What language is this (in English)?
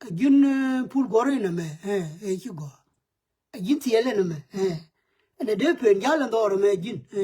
Nuer